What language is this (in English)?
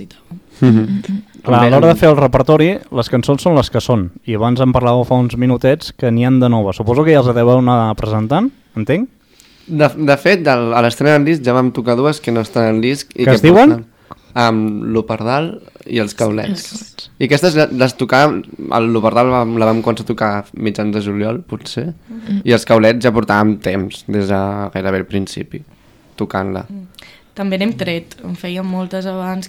Catalan